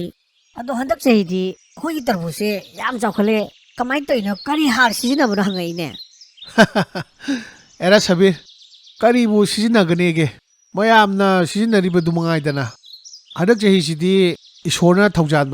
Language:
Manipuri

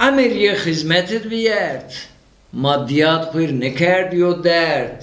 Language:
Zaza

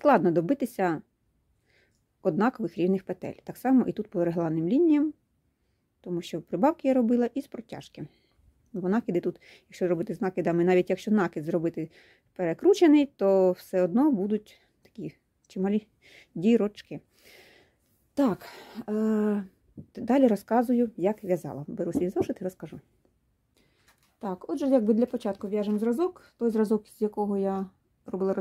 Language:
Ukrainian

